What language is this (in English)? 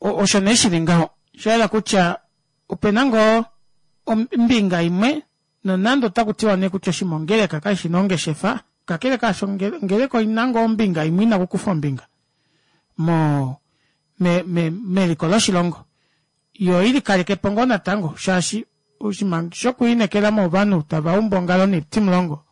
Kuanyama